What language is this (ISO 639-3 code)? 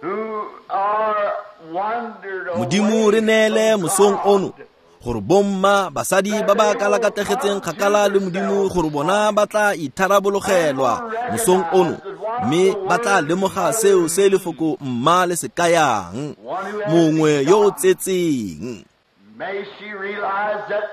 tsn